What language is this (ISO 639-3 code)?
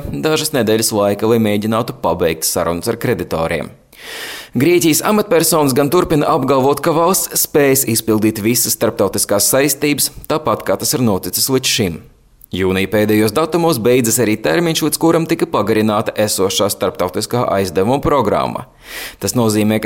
lav